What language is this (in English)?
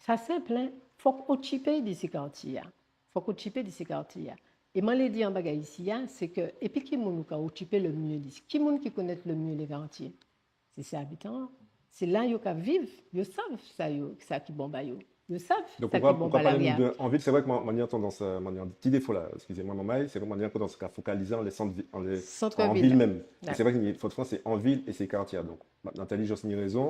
Guadeloupean Creole French